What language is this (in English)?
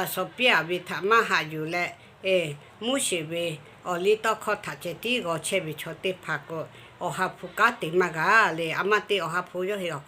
Lahu